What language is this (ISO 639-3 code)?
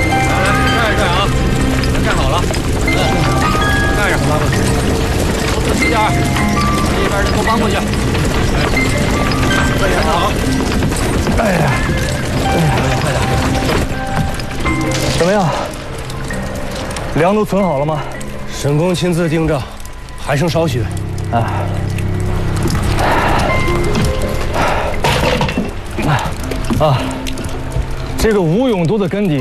zho